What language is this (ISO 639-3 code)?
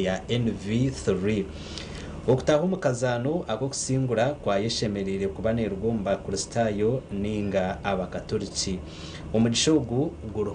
nyn